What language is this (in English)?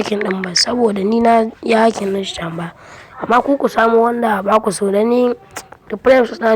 Hausa